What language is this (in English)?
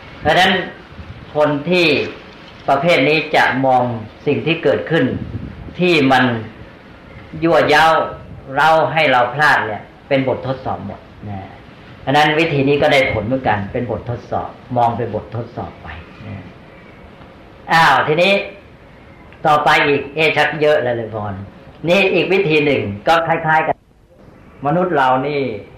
Thai